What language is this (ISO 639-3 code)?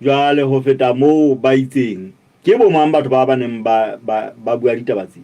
sot